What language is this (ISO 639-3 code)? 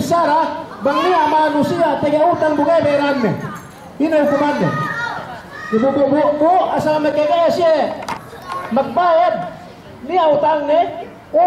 yka